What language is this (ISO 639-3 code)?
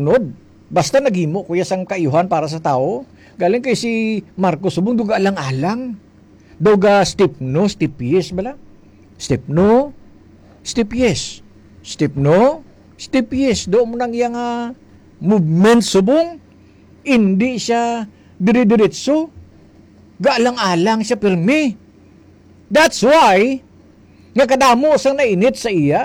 hil